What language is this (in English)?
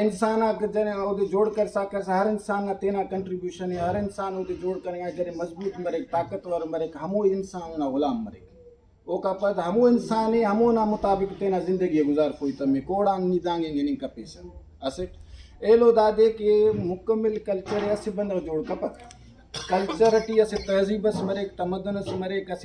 Brahui